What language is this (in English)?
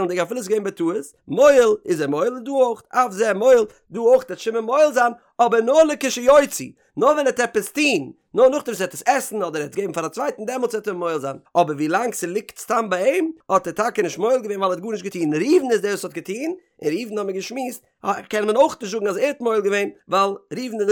Yiddish